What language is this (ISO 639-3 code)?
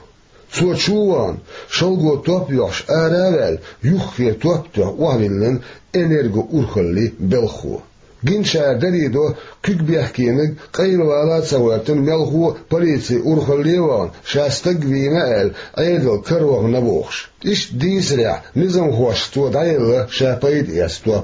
che